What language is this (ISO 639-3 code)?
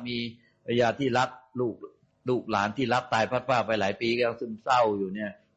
tha